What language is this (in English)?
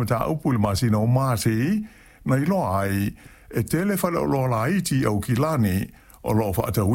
Samoan